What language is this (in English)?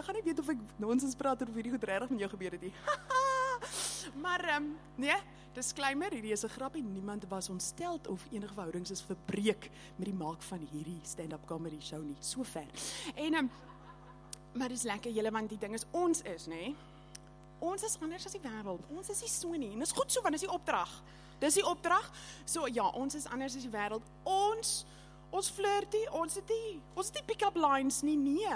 Afrikaans